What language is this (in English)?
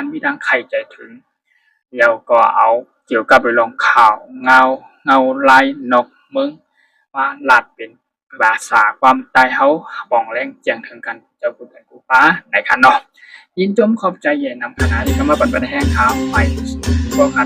Shan